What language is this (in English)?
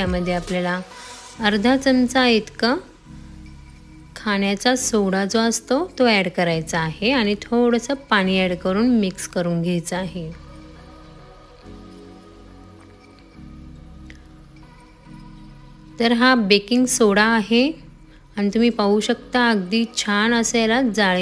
Marathi